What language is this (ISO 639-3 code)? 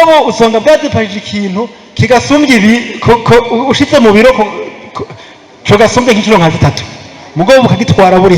run